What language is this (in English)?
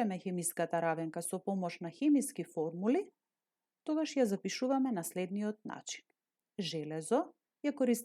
Macedonian